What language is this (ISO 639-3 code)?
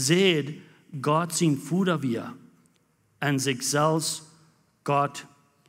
pdt